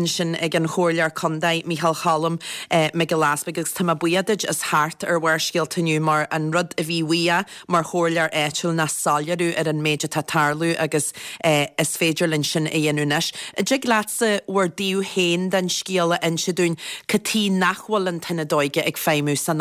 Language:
Irish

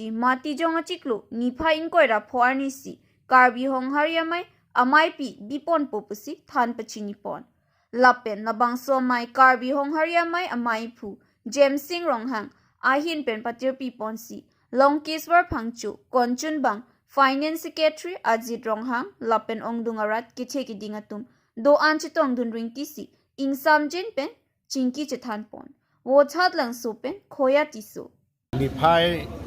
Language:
Karbi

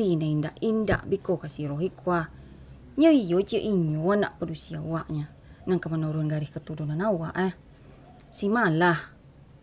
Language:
Minangkabau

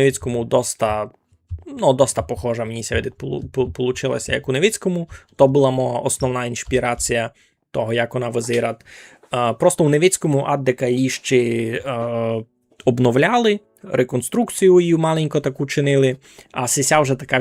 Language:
Rusyn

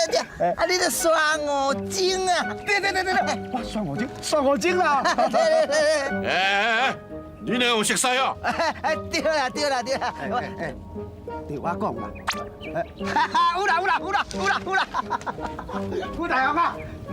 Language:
Min Nan Chinese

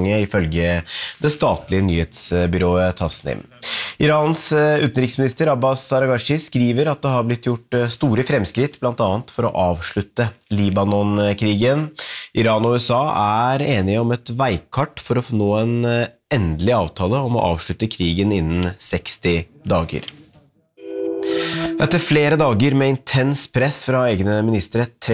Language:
Norwegian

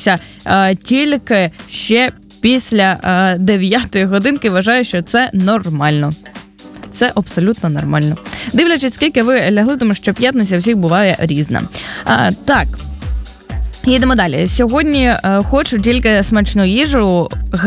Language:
Ukrainian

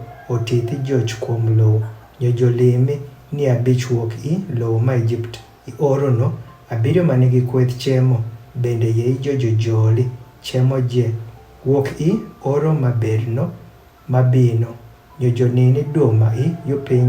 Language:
Adhola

